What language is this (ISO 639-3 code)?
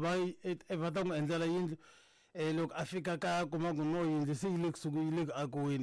tso